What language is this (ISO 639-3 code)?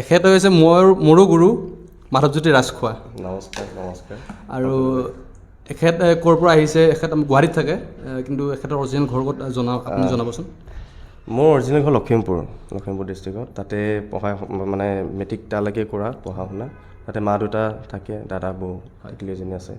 asm